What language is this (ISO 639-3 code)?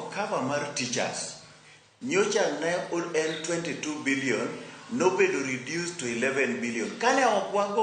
luo